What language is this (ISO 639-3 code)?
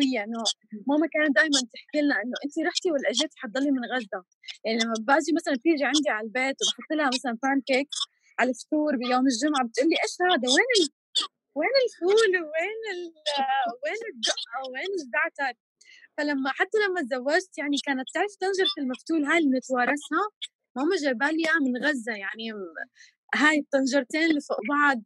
apc